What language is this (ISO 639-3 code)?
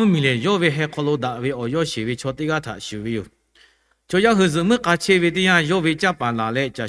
lhu